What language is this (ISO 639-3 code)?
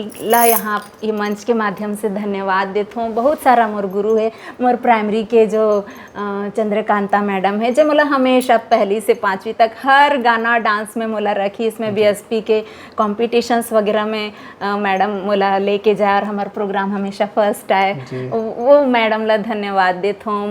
hne